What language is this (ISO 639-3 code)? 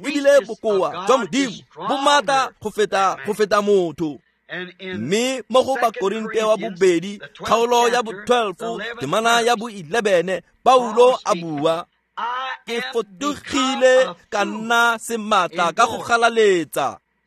tsn